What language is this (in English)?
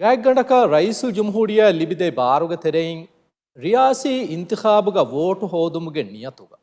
Divehi